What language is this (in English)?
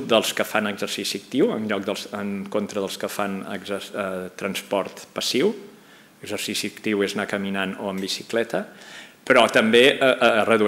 Catalan